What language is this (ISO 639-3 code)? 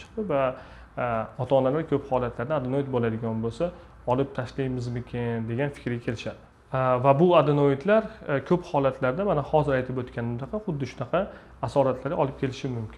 uzb